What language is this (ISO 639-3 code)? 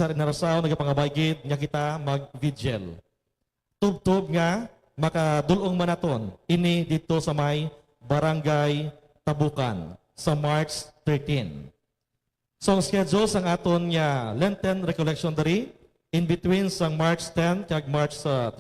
hil